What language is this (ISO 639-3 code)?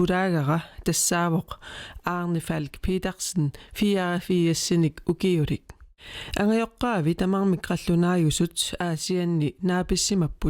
kal